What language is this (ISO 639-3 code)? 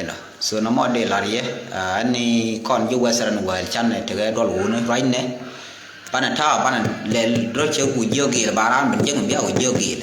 nus